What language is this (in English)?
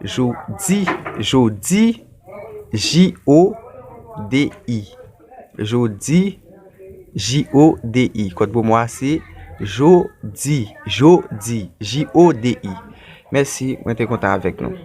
Haitian Creole